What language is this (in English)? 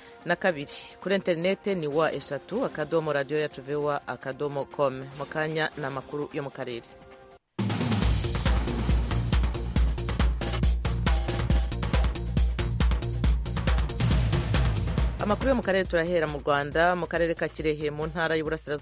Kinyarwanda